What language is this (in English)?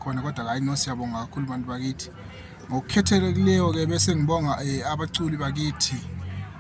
Zulu